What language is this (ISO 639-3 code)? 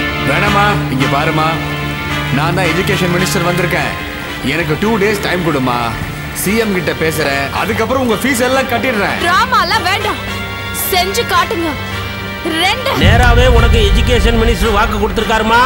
tam